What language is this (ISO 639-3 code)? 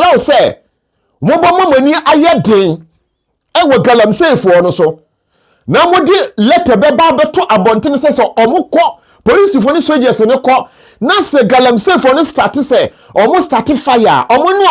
aka